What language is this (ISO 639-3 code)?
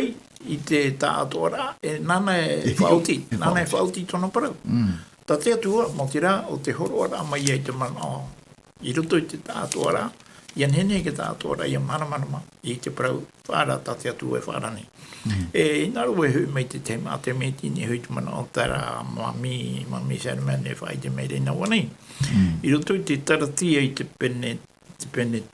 tah